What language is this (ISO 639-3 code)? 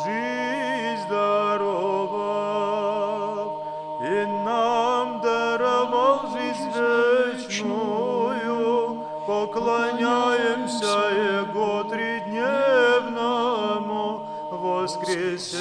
abk